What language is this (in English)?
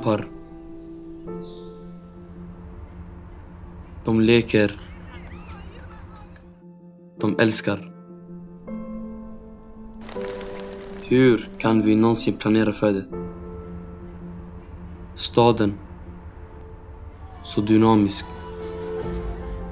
Swedish